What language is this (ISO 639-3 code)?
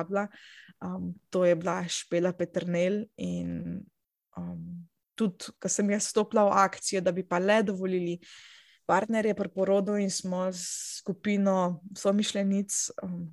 slv